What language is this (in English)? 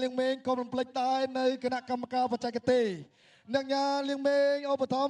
Khmer